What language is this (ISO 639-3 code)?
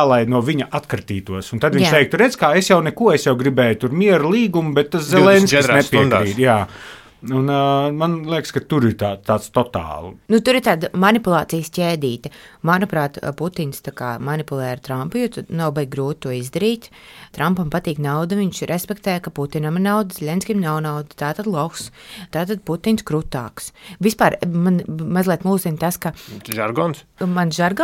lav